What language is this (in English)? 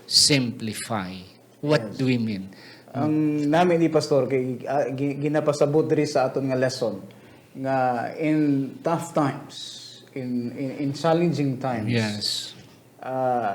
Hiligaynon